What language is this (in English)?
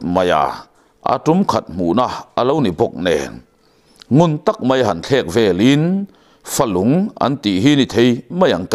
Mizo